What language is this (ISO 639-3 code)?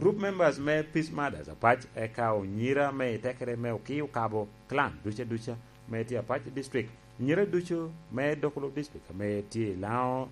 laj